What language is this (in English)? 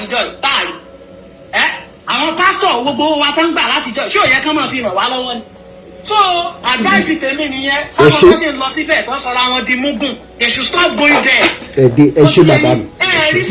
Yoruba